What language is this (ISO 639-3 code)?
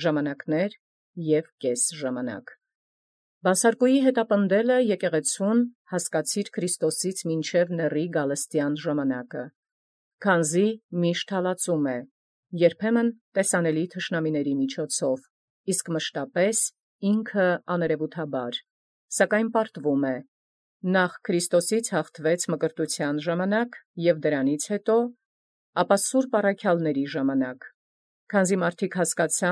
hye